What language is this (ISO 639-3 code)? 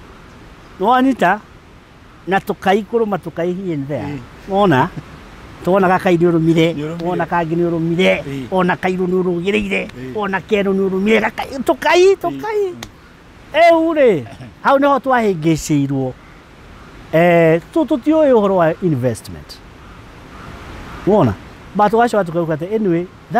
kik